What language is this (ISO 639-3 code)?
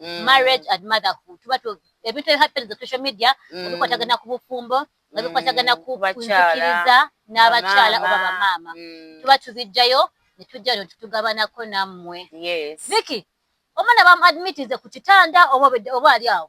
lug